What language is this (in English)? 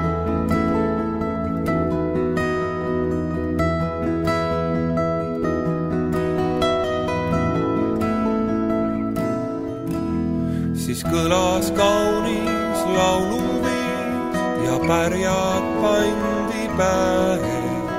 Estonian